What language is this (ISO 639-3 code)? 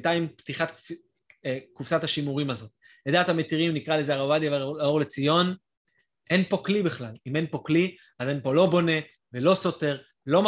heb